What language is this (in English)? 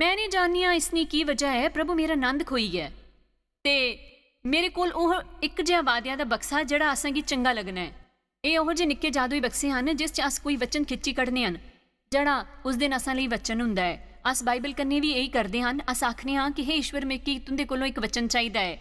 Dogri